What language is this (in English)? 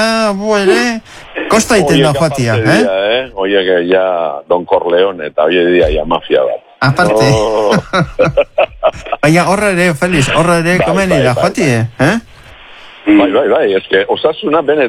Basque